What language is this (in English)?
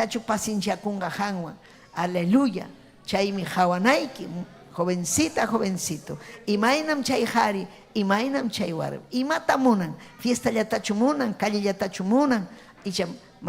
Ayacucho Quechua